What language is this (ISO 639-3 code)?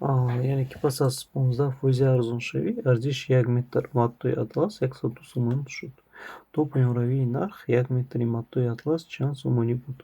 tgk